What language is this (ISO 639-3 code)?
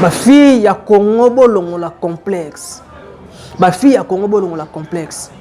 lin